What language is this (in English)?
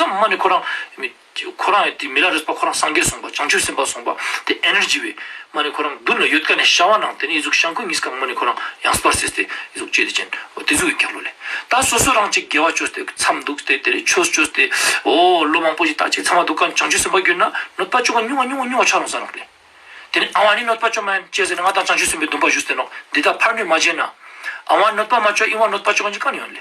Ladakhi